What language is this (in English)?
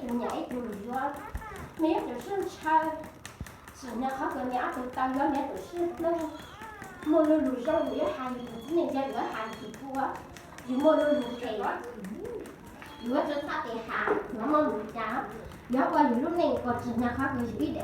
Hmong